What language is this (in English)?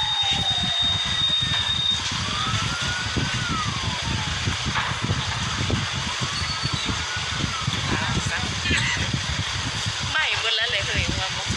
Lao